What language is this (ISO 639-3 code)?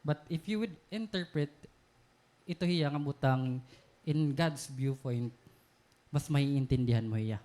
war